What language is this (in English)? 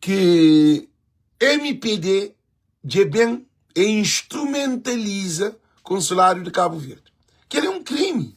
Kabuverdianu